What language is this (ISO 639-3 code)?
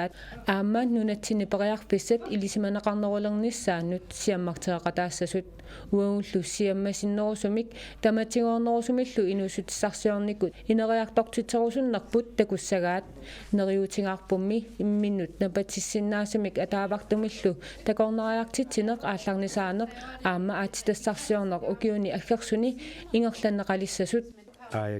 kal